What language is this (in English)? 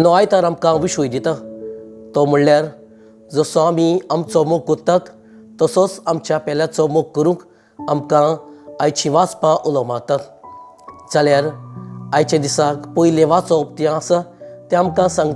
Konkani